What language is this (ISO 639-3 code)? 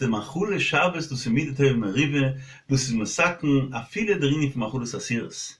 yid